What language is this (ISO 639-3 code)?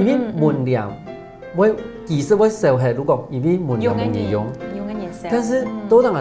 hak